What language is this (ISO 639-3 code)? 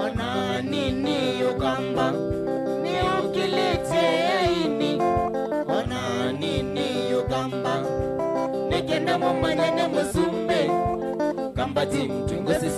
kam